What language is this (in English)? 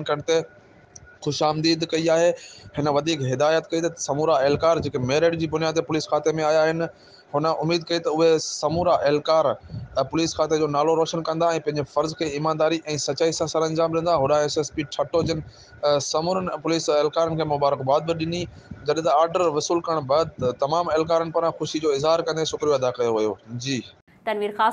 Sindhi